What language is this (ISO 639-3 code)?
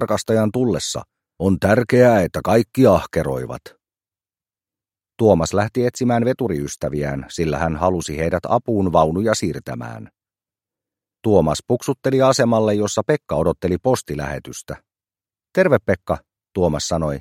fin